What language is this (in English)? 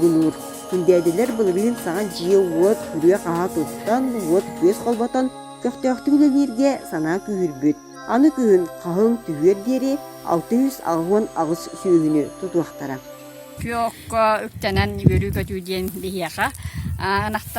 Yakut